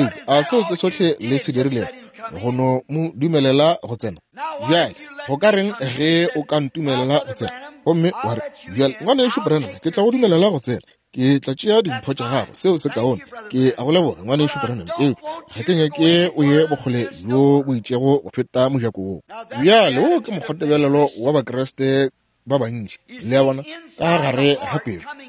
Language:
Northern Sotho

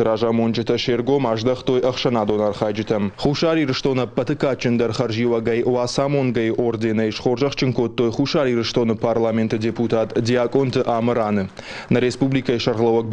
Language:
Ossetic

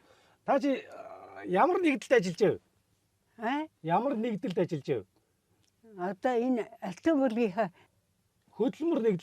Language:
Mongolian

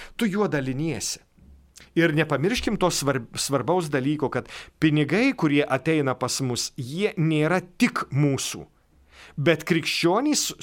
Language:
Lithuanian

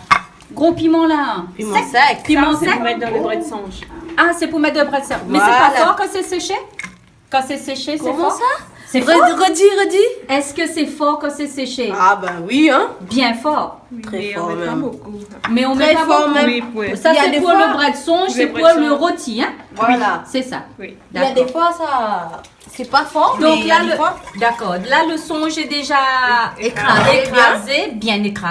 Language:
Réunion Creole French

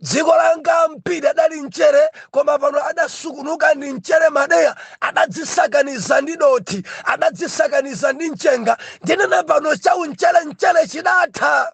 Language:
Nyanja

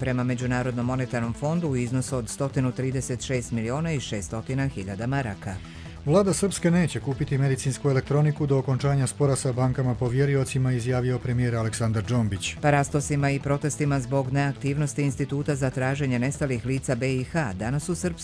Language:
Serbian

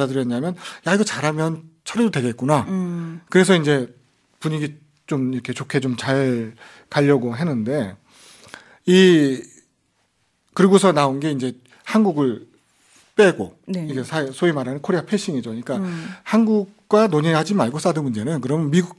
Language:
Korean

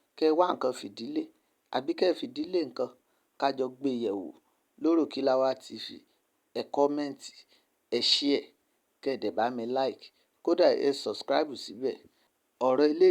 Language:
Yoruba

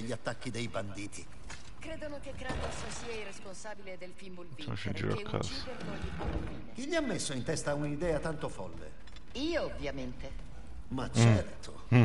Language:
Italian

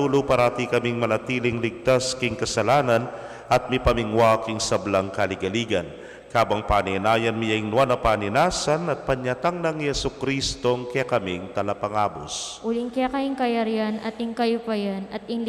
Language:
Pampanga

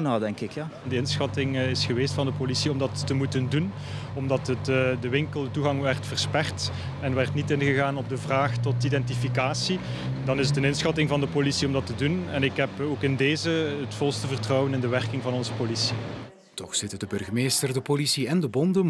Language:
Dutch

